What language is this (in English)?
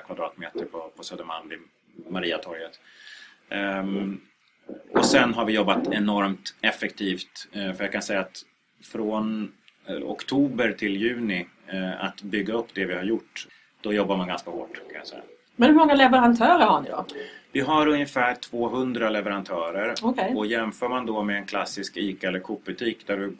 Swedish